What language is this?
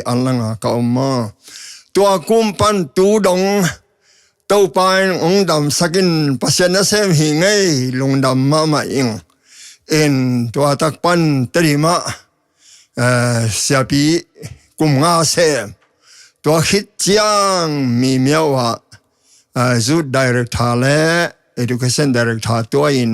Tedim Chin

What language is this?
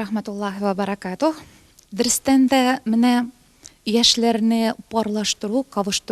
Tatar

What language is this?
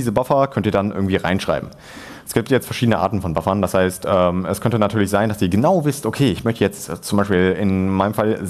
German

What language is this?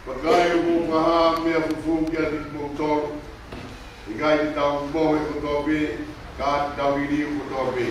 Tongan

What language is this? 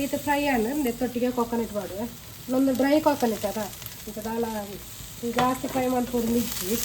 Tulu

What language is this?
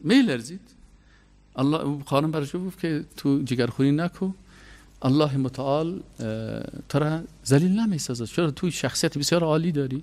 Persian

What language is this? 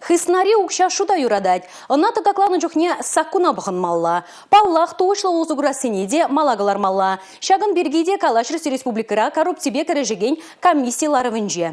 Chuvash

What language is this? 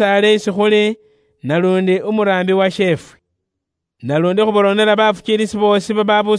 Luyia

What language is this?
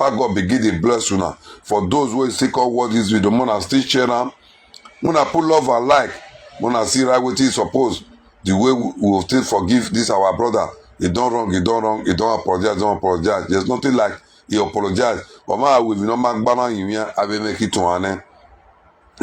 Nigerian Pidgin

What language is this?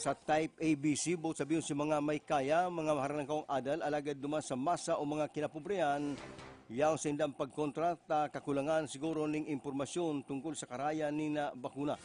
Bikol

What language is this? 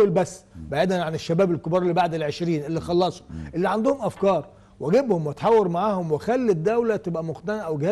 Egyptian Arabic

